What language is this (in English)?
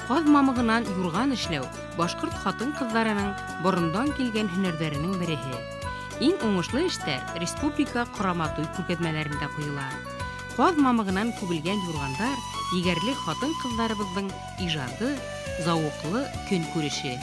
Bashkir